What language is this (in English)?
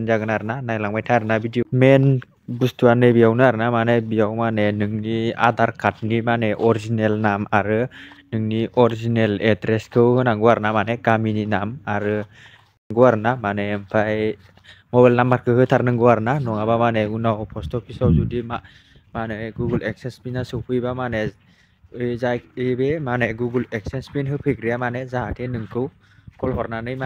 Bodo